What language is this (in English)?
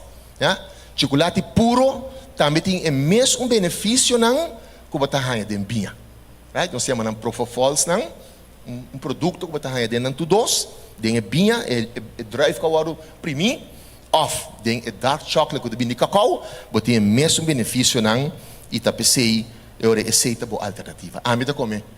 Papiamento